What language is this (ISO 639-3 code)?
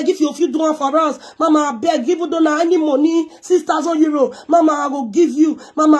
pcm